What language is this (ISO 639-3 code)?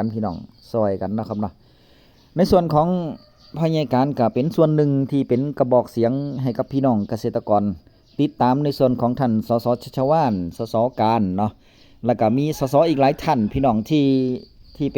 tts